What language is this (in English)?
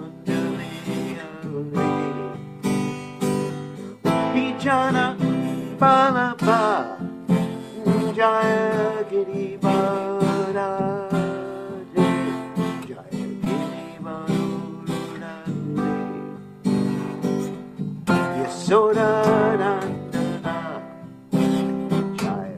English